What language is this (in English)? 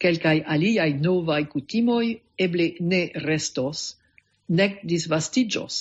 Esperanto